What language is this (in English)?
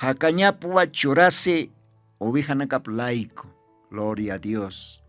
Aymara